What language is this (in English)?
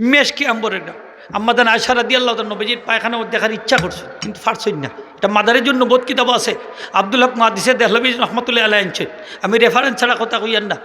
Sylheti